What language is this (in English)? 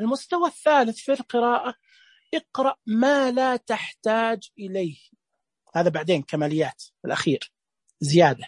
Najdi Arabic